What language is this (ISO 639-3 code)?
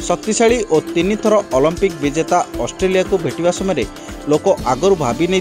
ori